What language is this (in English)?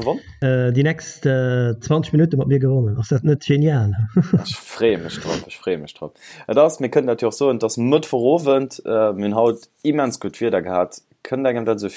Luxembourgish